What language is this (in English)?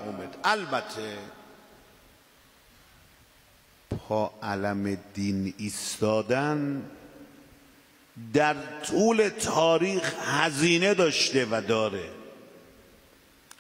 Persian